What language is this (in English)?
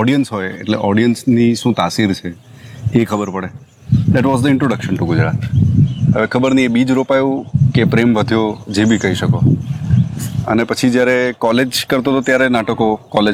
Gujarati